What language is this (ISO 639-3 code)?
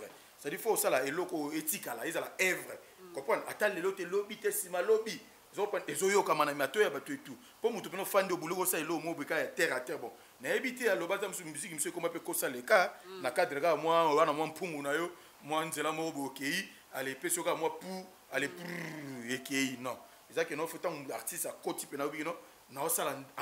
lin